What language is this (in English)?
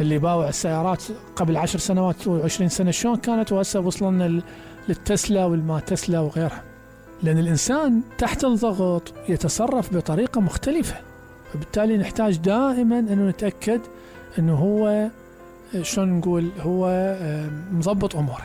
Mesopotamian Arabic